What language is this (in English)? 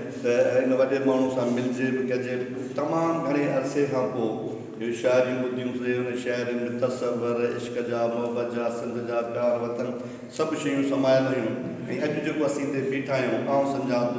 Sindhi